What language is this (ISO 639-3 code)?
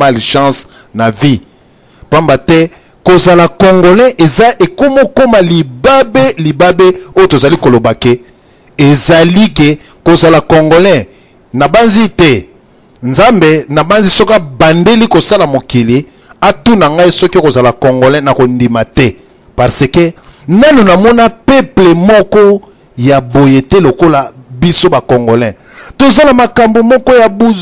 lin